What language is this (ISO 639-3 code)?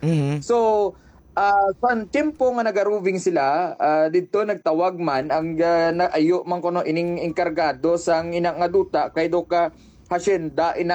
hil